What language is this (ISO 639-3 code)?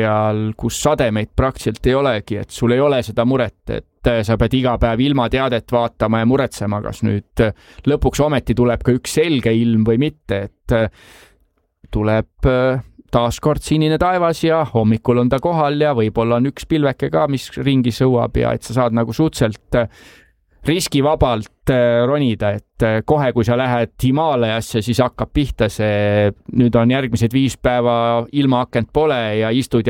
est